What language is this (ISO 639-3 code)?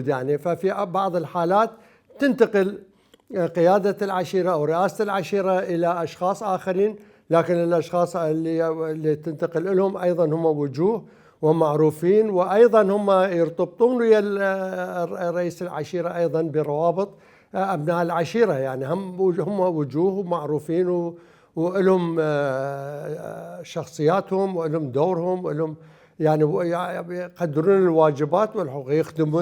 acm